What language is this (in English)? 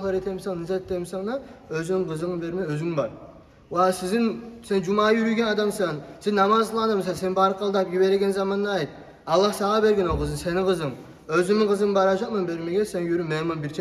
Kumyk